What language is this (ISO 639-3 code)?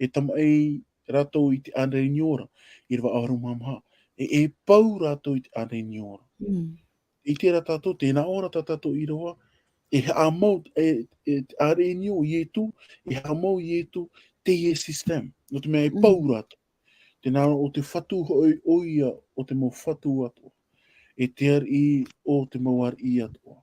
tah